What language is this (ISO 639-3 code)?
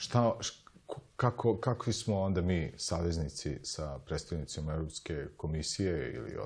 srp